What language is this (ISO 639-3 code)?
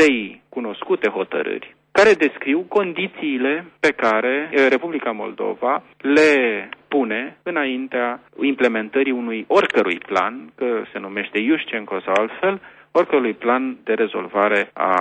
ron